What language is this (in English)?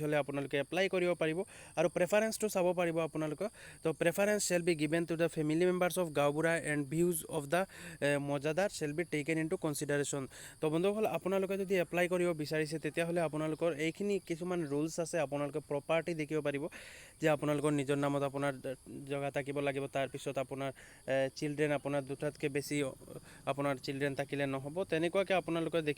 Assamese